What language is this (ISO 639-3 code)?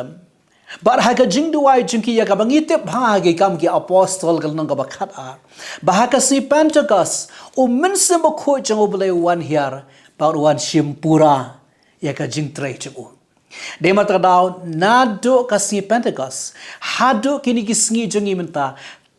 kha